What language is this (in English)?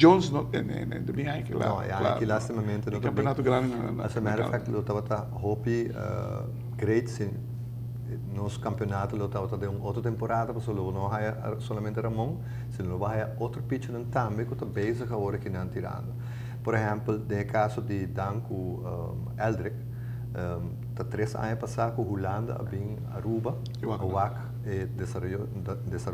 Papiamento